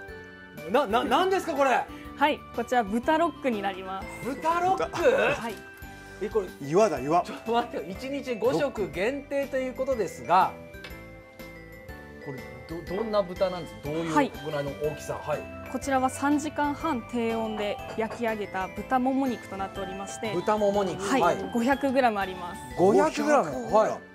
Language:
Japanese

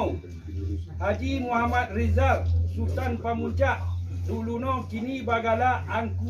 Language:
Minangkabau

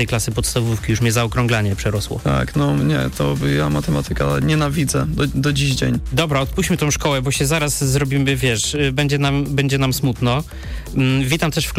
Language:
Polish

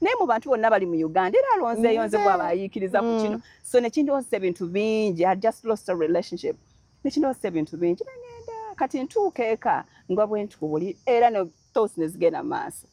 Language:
Ganda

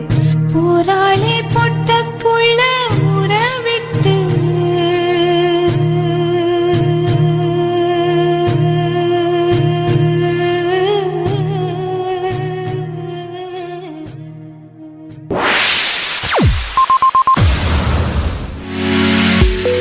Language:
Tamil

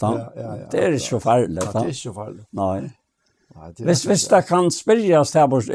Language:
Faroese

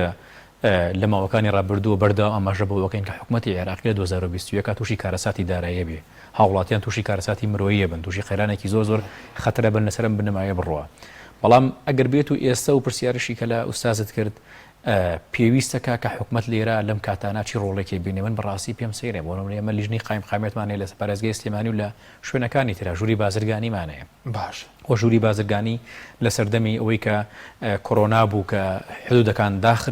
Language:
Central Kurdish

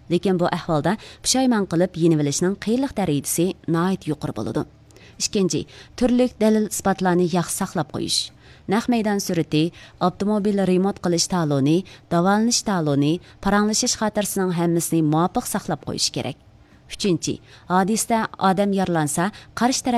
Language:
Uyghur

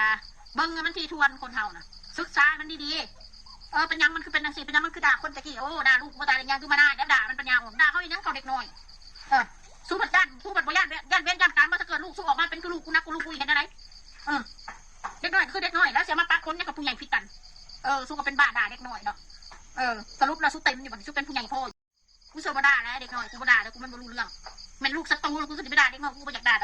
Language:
Northeastern Thai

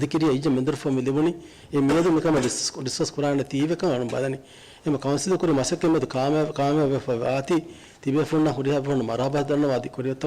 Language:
Divehi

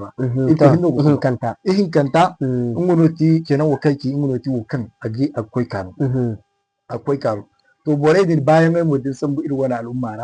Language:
Zarma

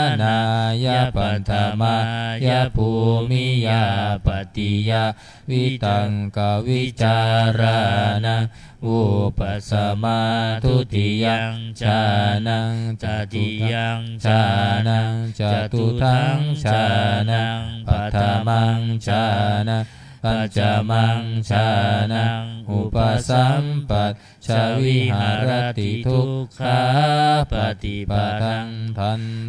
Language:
Pali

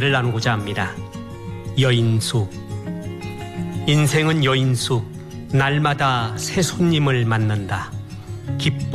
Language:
Korean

